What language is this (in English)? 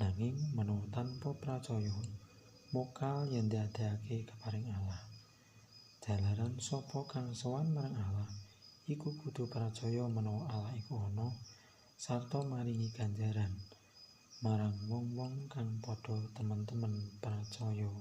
Javanese